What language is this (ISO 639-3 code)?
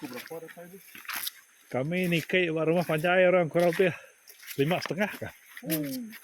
iba